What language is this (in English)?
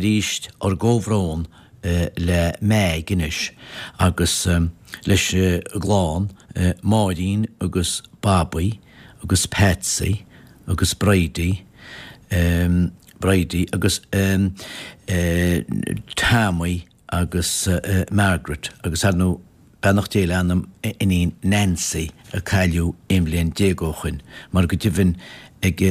Irish